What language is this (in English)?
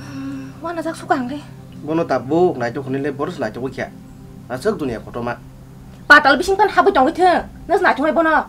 Kok Borok